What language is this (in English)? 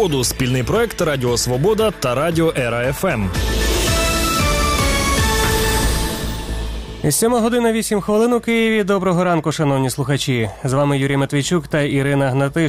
Ukrainian